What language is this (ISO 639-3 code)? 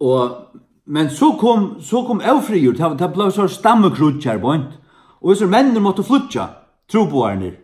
fao